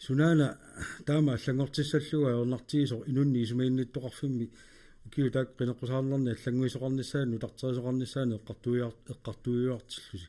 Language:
Kalaallisut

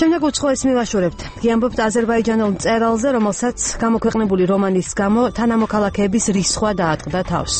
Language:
Georgian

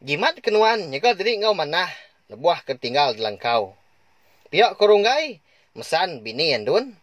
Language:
Iban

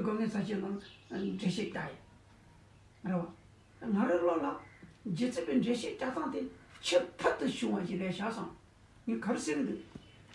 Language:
Tibetan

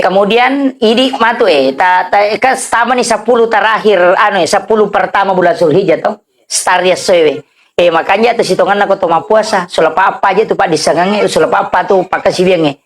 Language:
Buginese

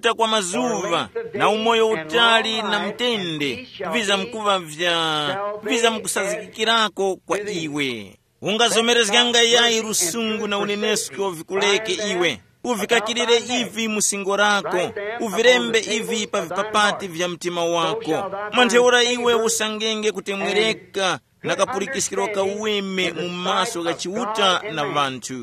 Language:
Tumbuka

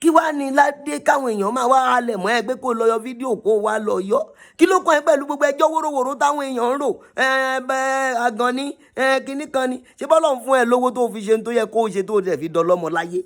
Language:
Yoruba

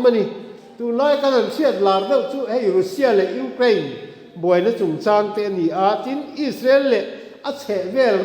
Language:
Mizo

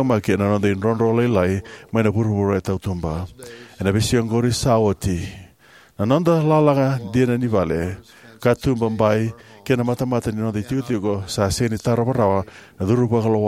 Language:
Fijian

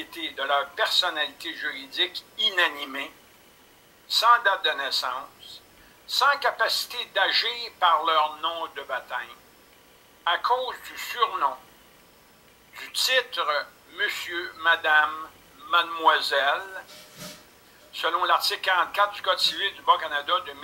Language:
French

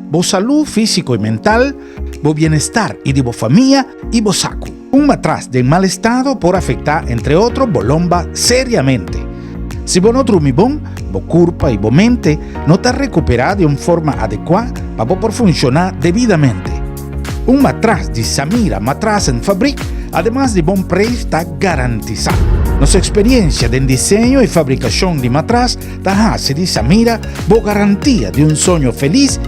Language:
Papiamento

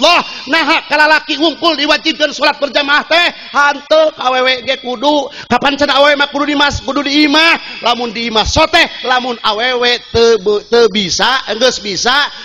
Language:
Sundanese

